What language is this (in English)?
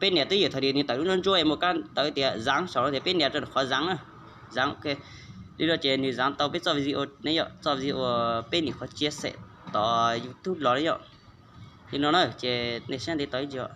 Hmong